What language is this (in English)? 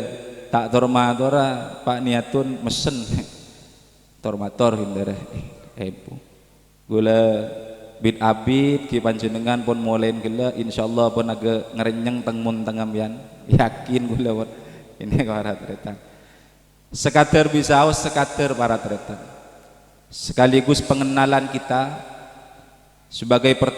Madurese